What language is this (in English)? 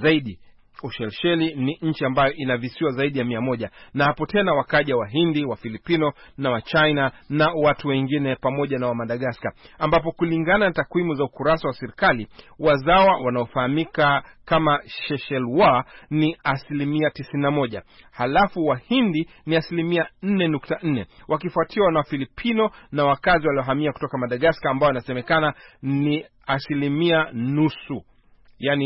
Swahili